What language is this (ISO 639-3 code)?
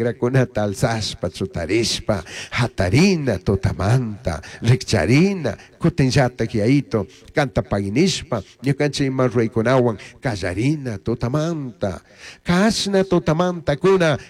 qug